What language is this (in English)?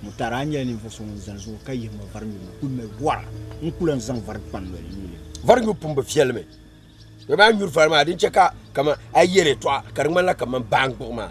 Dagbani